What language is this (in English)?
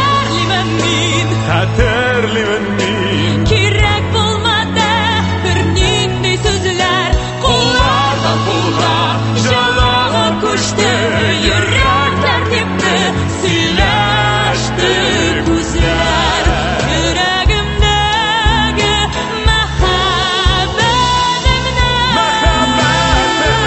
Tatar